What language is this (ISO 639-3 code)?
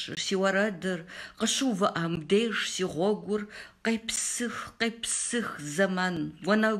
kbd